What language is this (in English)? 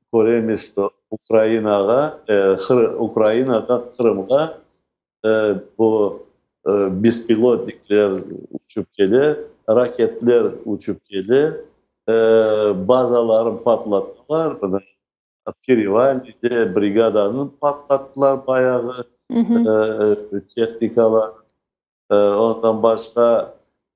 Crimean Tatar